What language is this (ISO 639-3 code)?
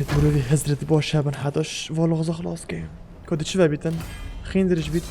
kur